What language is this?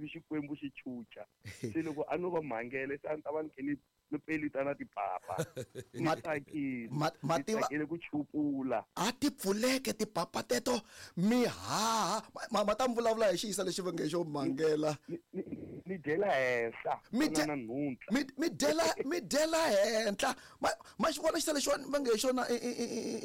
Tsonga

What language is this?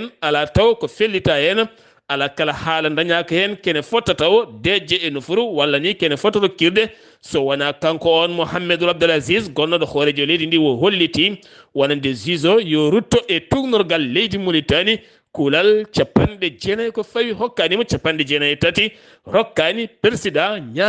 Fula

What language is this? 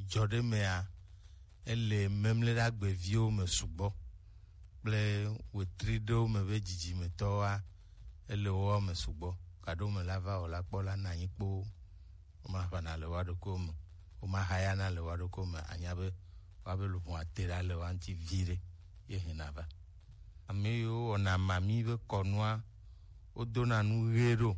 Gen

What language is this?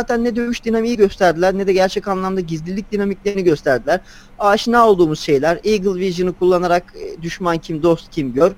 Turkish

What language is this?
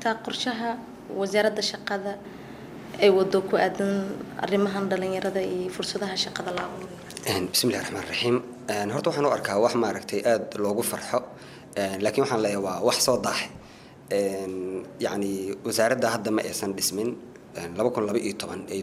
Somali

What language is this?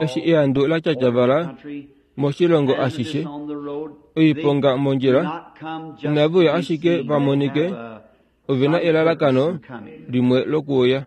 Kuanyama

